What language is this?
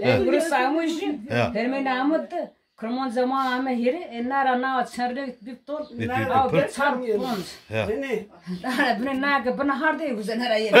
Zaza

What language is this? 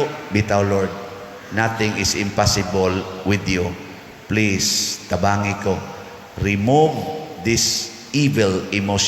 Cebuano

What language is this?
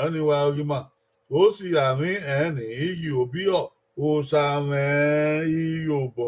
Bini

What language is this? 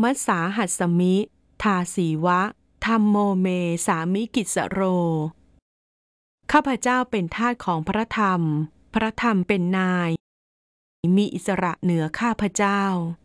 Thai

